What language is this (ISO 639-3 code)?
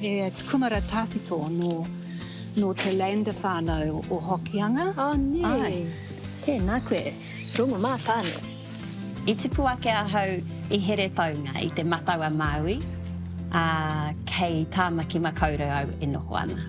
mri